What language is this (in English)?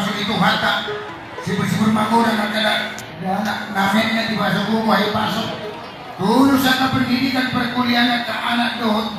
Batak Toba